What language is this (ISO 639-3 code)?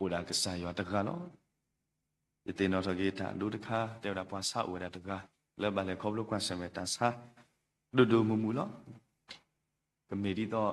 ksw